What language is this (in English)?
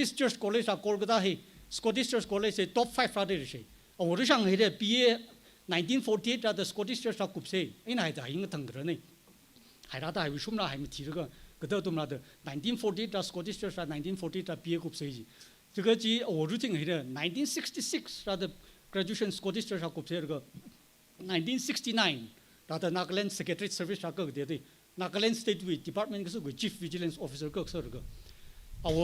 Tangkhul Naga (India)